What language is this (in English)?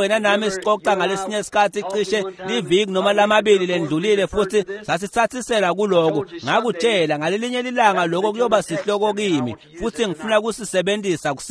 Swati